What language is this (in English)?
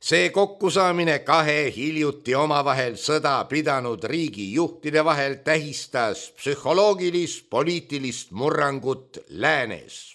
Estonian